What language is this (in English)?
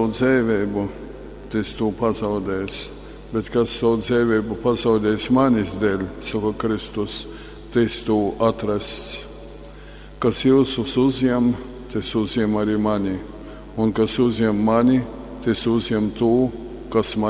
Latgalian